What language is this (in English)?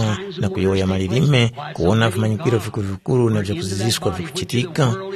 Tumbuka